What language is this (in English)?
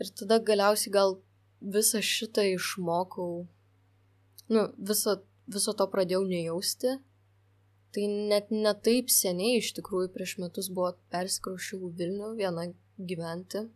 Lithuanian